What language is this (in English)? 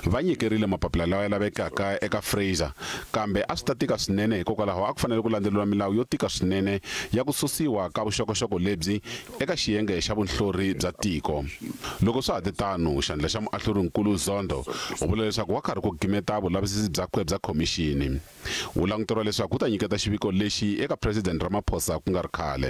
Tsonga